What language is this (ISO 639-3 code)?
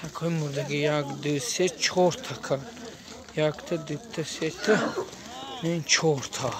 tgk